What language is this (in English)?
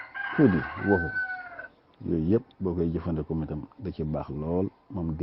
Wolof